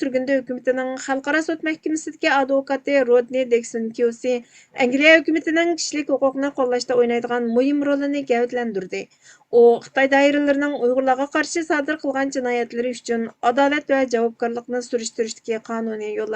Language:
Uyghur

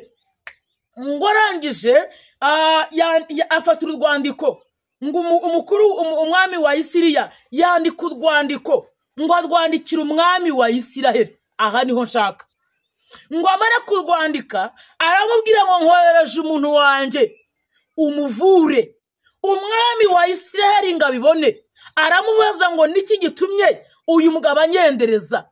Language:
Kinyarwanda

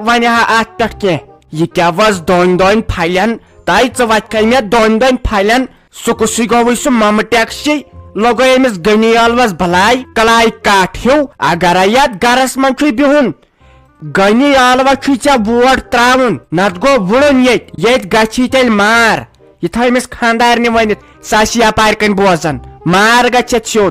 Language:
Kashmiri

